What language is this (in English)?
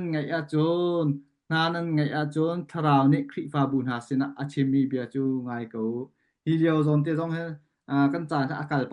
Hakha Chin